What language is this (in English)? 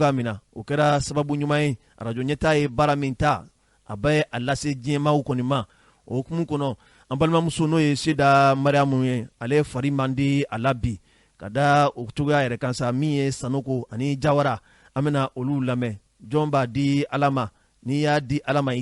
Bambara